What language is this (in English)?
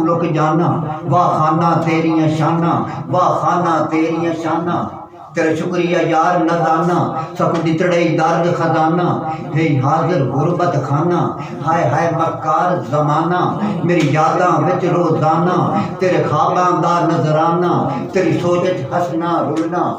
Saraiki